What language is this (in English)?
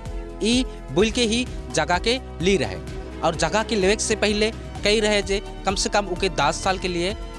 Sadri